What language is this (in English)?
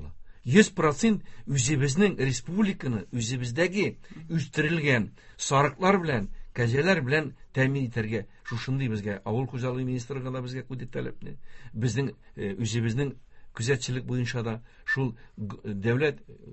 Tatar